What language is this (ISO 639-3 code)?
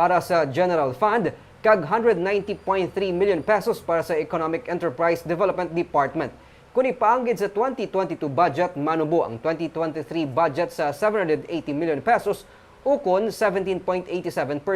hil